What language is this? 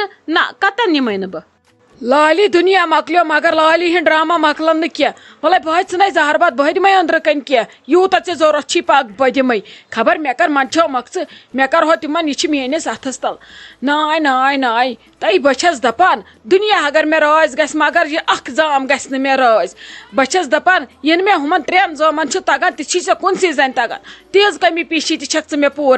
Kashmiri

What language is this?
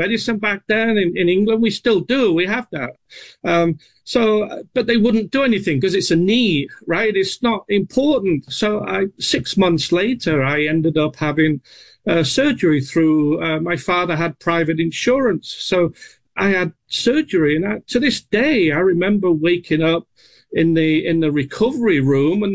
English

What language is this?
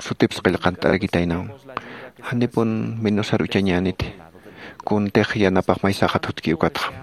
Aymara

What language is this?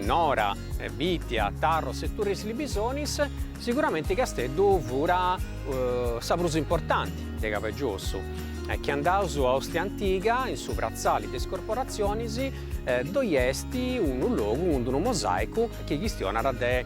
Sardinian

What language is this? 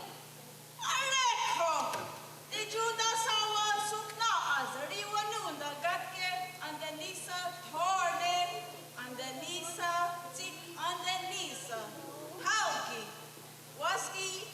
Mohawk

